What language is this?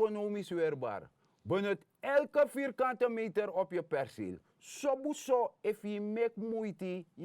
Sranan Tongo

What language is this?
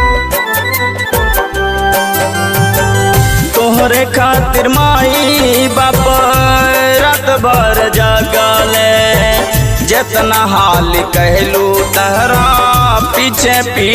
Bhojpuri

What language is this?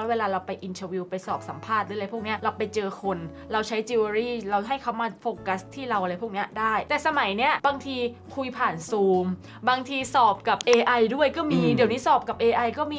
Thai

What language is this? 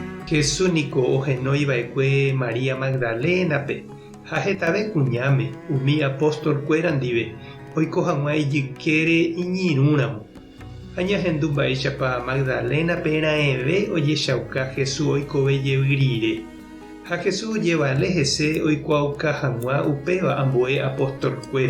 Guarani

